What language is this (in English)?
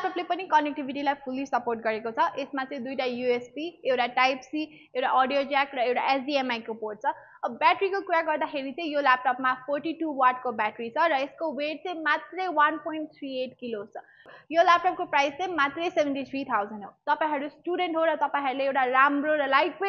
Nepali